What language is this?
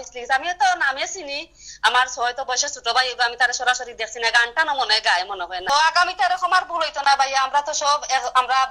Sylheti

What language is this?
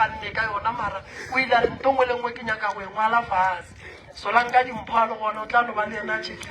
Northern Sotho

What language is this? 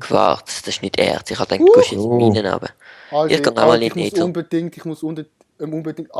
Swiss German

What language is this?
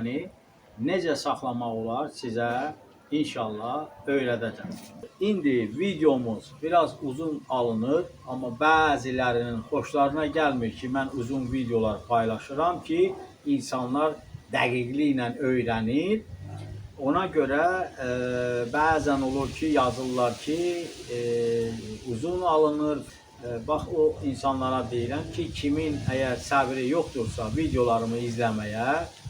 Azerbaijani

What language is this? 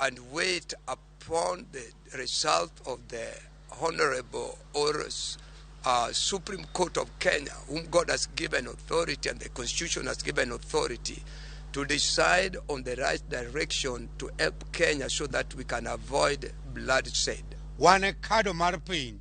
Luo (Kenya and Tanzania)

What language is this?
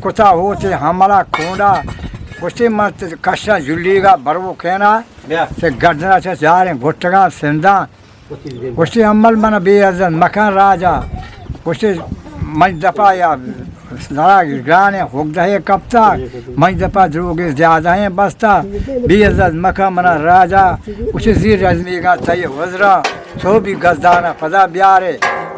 Eastern Balochi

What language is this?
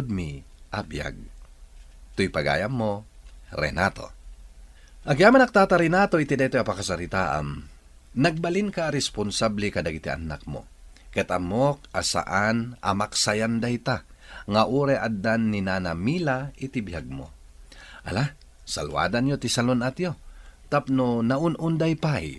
Iloko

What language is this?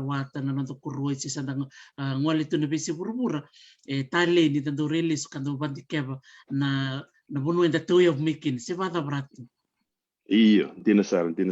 Fijian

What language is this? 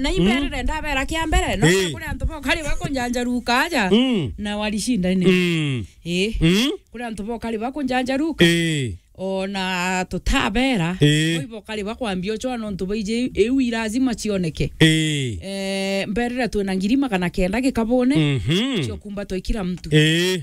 Meru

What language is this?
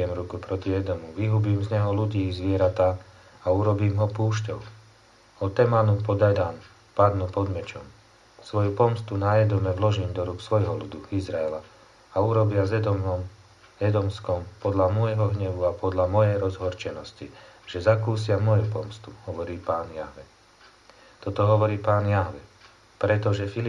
Slovak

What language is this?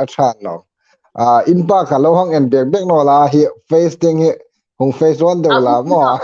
Hmar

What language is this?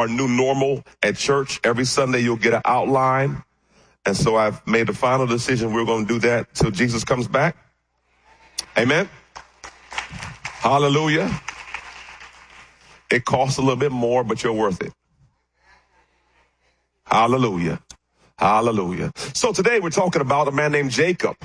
English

